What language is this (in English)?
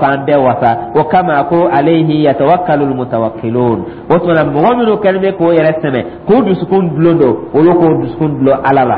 Dyula